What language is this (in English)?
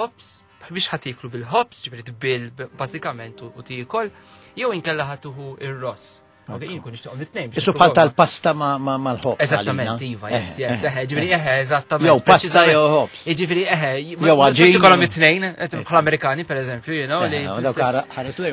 Maltese